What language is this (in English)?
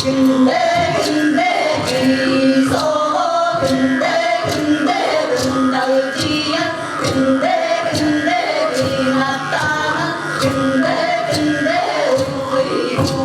Yakut